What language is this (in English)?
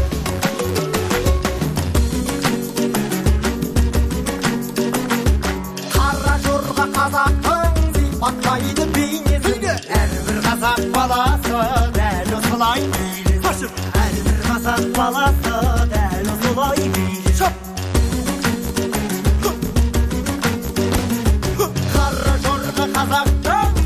Kazakh